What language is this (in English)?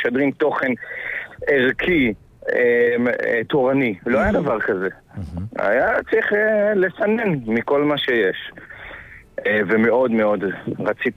Hebrew